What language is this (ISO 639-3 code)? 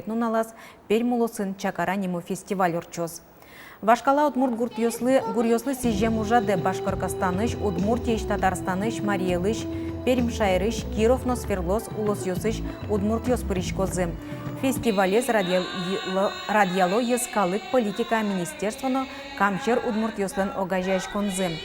udm